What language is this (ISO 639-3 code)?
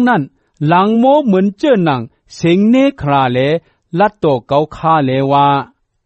shn